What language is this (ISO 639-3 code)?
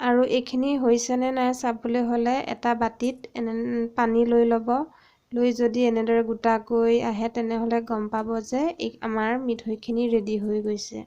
asm